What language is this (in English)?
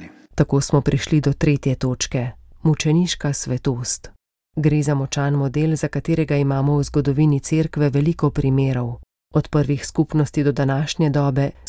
Slovenian